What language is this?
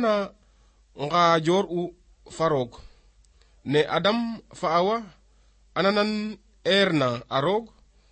Serer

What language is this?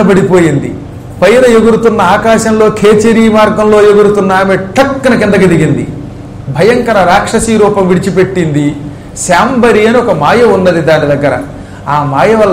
Telugu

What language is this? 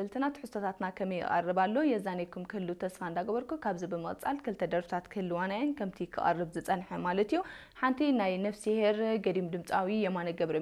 Tigrinya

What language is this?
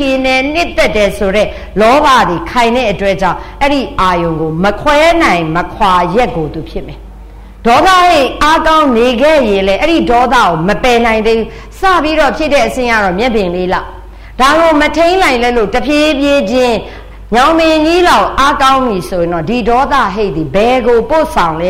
Burmese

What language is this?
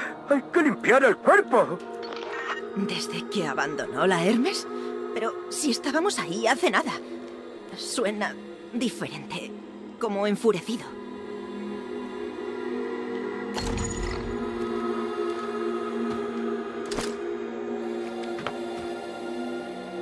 Spanish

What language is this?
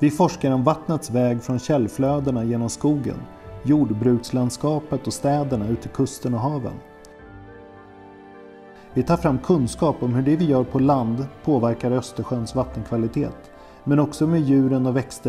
Swedish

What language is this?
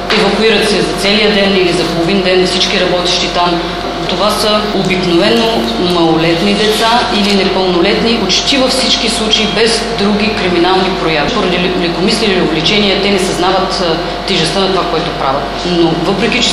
Bulgarian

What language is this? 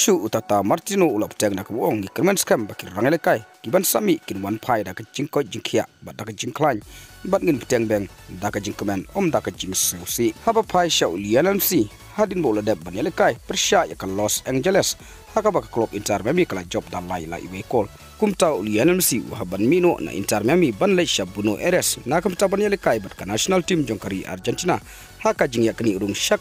Khasi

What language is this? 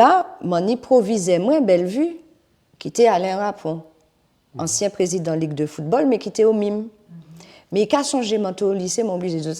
Guadeloupean Creole French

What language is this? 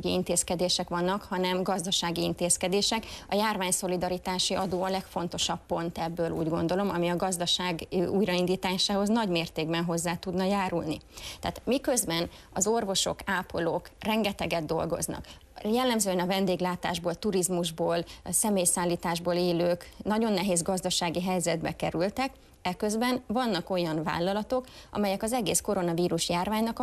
Hungarian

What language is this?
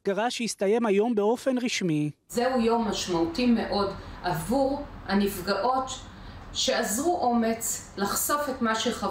Hebrew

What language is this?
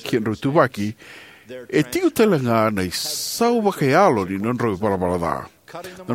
Fijian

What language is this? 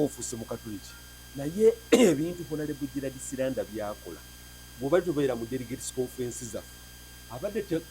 Ganda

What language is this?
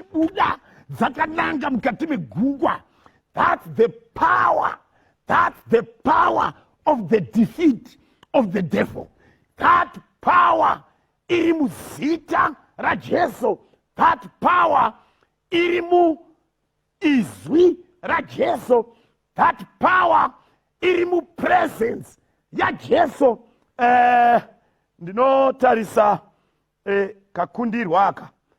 Shona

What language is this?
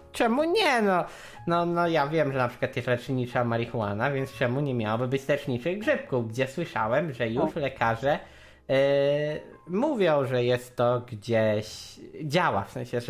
Polish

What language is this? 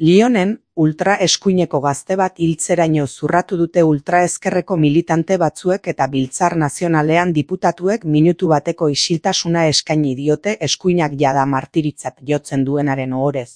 Basque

